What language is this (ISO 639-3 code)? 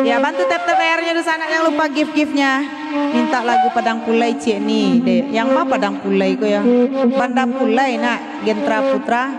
min